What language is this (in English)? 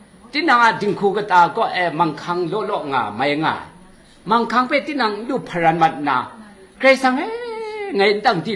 Kachin